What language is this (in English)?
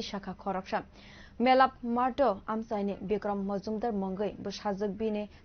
Kok Borok